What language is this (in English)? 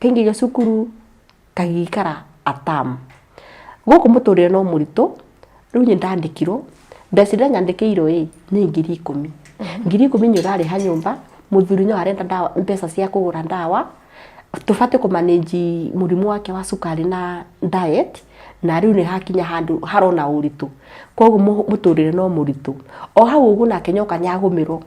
Kikuyu